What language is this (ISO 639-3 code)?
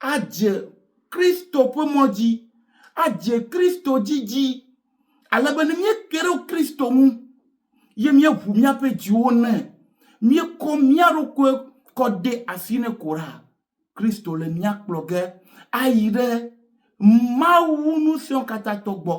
ewe